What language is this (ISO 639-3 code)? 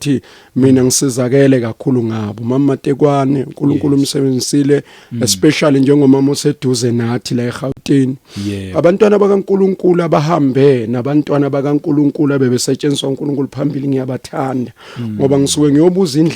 zul